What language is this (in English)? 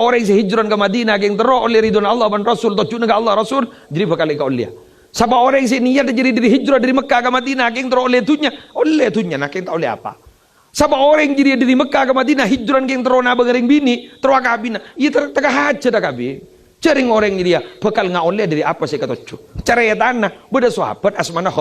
Madurese